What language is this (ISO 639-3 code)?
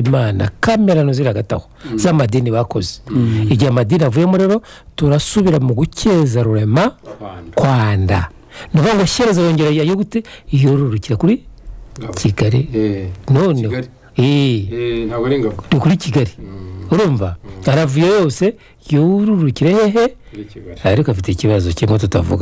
kin